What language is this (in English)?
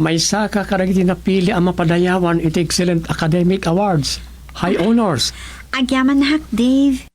Iloko